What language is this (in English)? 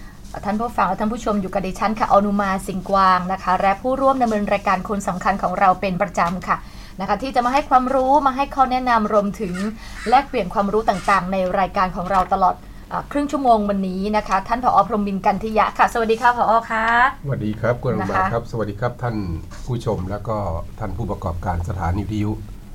Thai